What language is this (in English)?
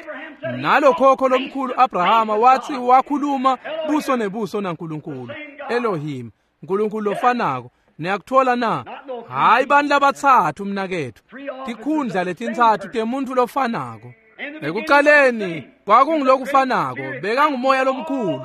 Swati